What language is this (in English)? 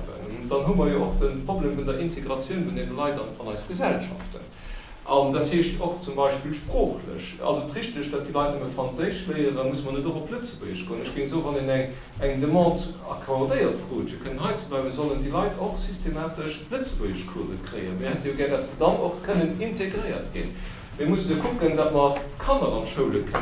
Luxembourgish